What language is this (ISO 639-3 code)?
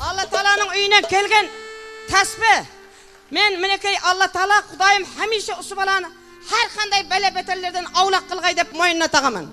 kaa